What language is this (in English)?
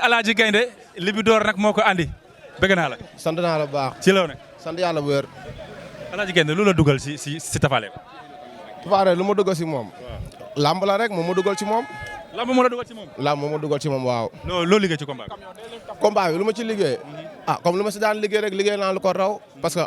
Wolof